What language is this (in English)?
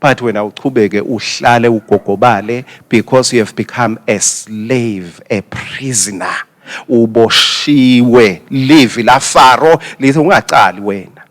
Swati